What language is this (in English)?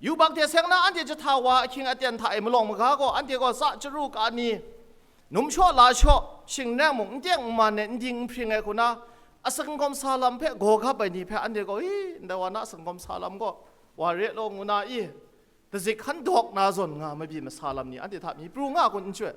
Kachin